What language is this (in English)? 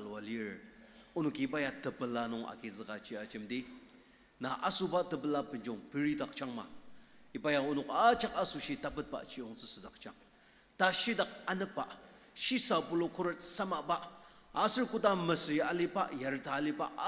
Ao Naga